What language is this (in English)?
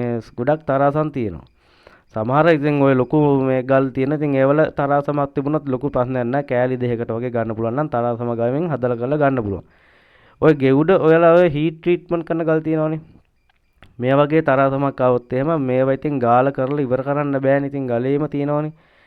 Sinhala